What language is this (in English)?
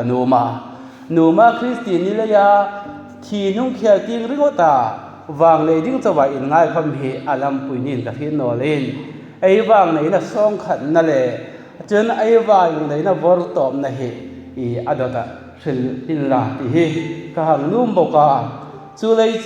Hmar